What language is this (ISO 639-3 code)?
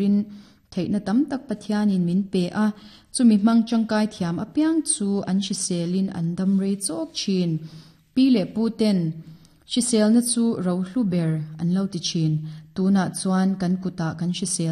lus